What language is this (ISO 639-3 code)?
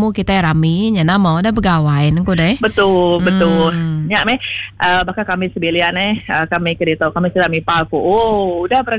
iba